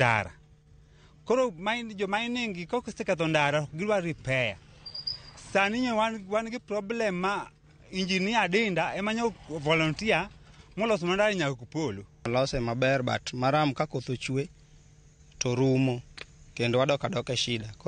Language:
Luo (Kenya and Tanzania)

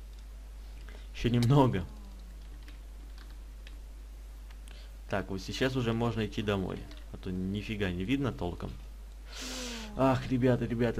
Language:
Russian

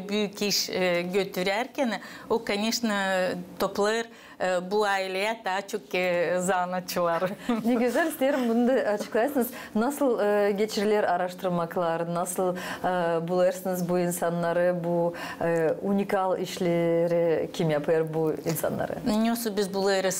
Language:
Gagauz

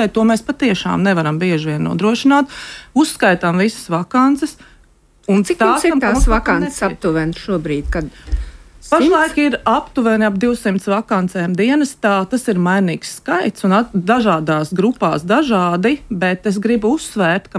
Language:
Latvian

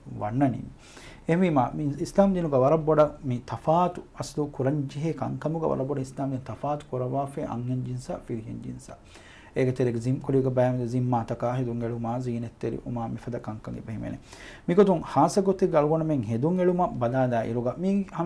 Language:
Divehi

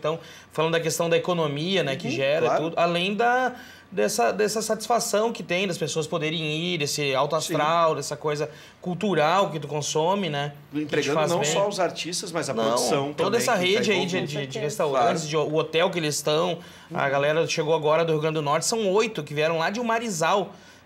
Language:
Portuguese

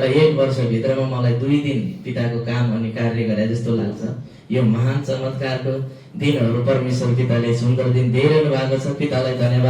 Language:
Nepali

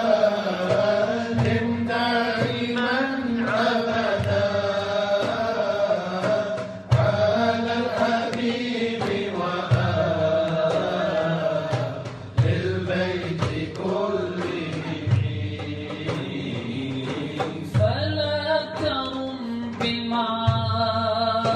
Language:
Arabic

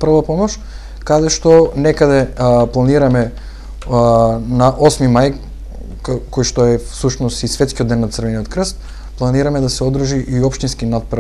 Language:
Macedonian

